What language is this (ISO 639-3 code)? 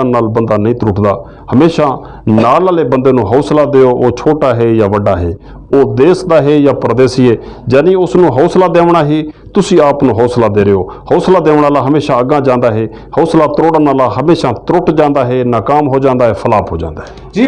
lah